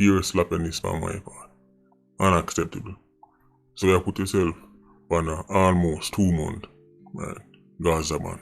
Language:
Jamaican Creole English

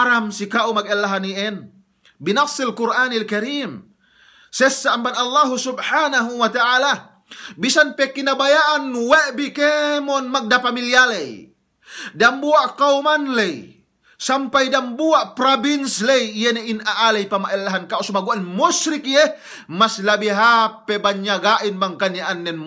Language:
Yakan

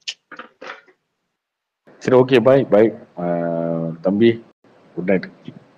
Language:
Tamil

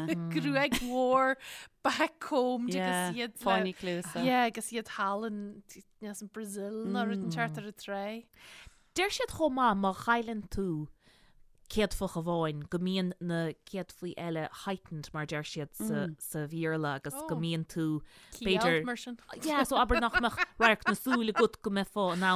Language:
Irish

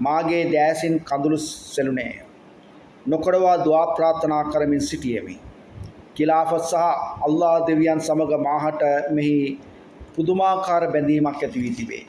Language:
Sinhala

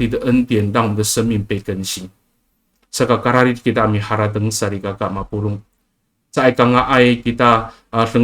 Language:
Amis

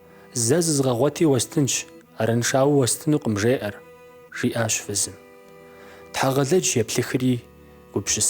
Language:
Kabardian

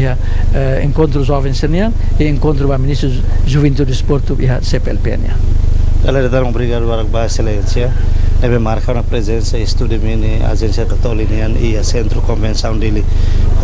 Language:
Tetum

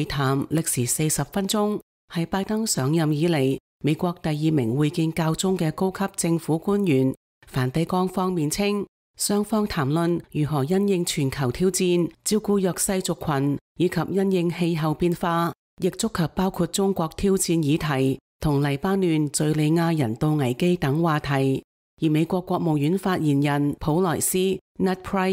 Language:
Cantonese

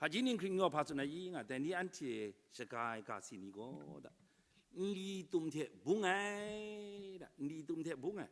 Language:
Kachin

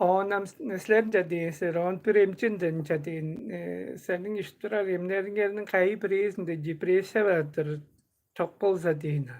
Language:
Tuvinian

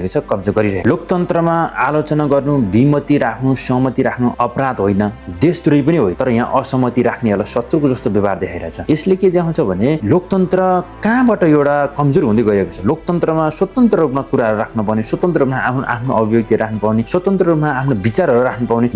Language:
Nepali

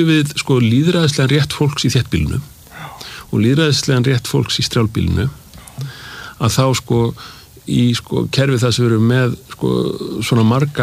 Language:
Icelandic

